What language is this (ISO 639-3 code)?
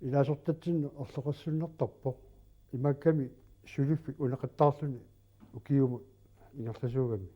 kal